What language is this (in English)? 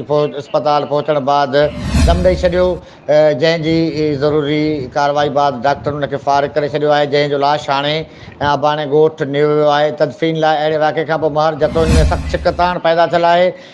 Sindhi